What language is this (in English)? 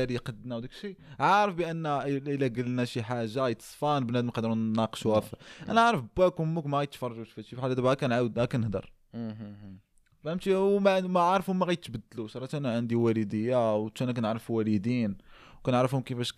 Moroccan Arabic